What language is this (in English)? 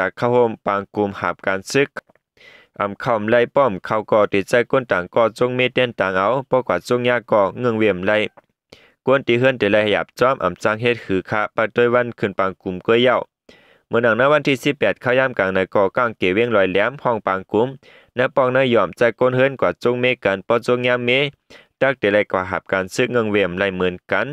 Shan